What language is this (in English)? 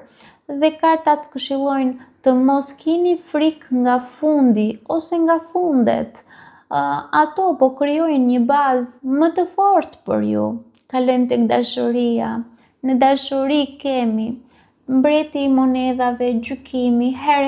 Albanian